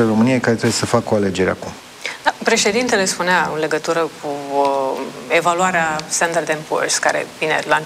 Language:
Romanian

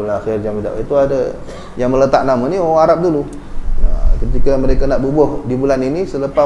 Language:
Malay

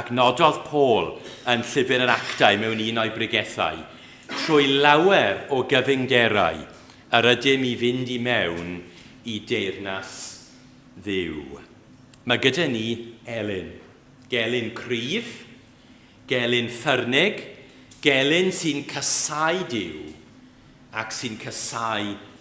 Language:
Welsh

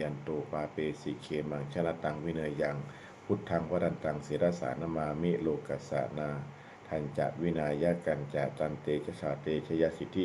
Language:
Pali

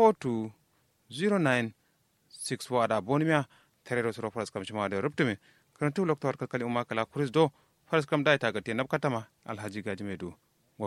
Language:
Kanuri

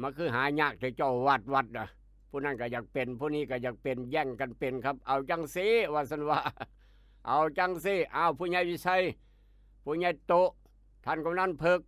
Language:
Northeastern Thai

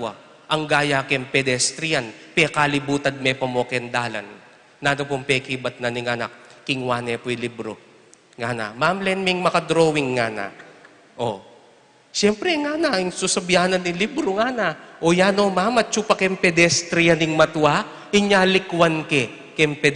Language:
Pampanga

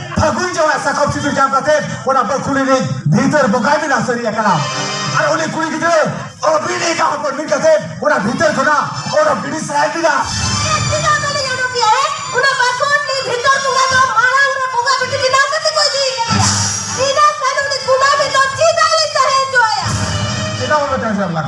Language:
Santali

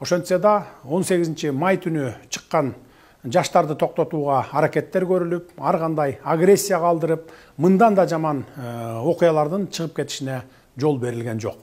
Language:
Kyrgyz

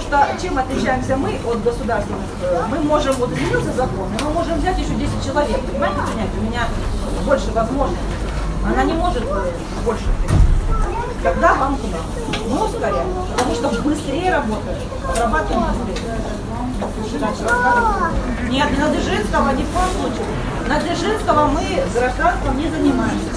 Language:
Russian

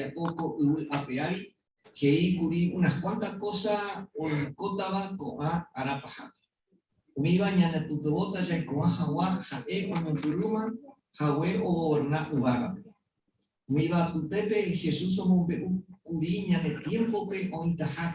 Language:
Guarani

